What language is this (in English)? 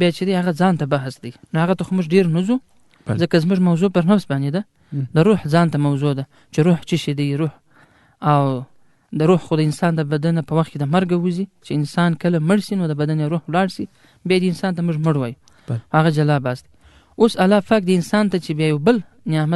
Pashto